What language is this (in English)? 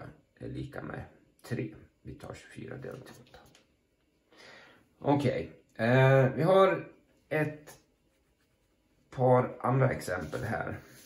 Swedish